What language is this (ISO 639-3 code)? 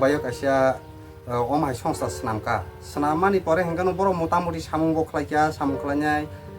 trp